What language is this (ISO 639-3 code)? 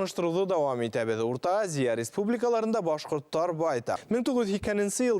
bak